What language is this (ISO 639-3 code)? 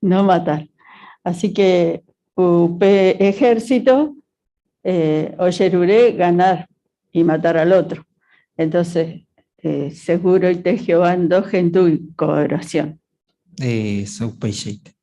grn